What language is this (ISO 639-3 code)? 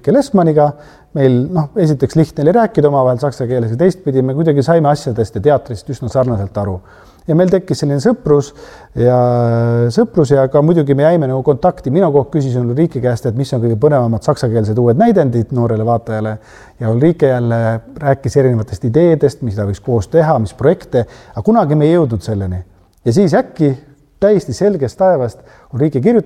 est